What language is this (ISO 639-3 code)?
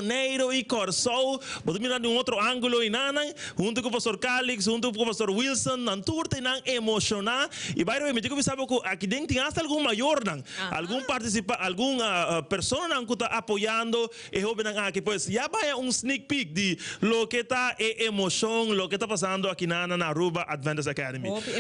pap